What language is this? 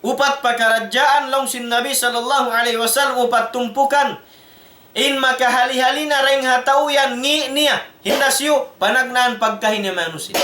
Tausug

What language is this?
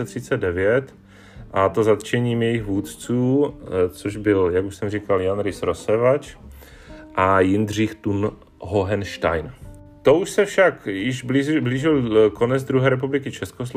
Czech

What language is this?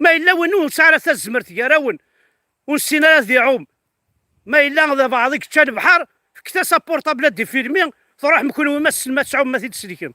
Kabyle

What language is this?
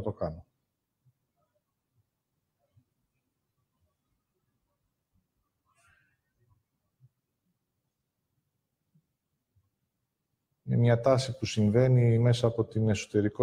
Greek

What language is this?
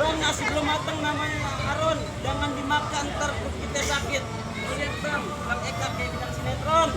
Betawi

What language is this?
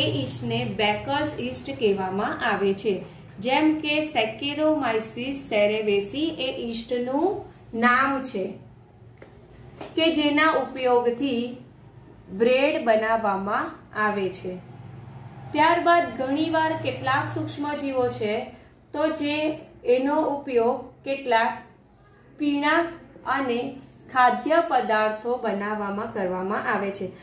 Gujarati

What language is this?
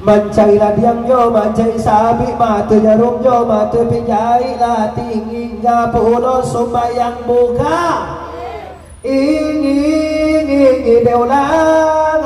Minangkabau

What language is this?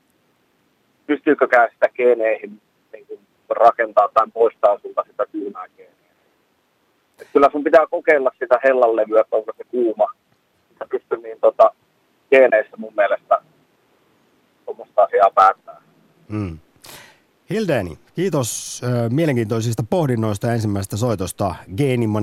Finnish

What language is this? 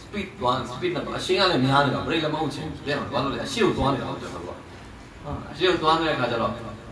Burmese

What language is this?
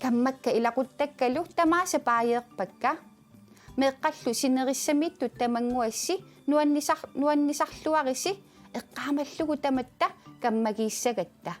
Kalaallisut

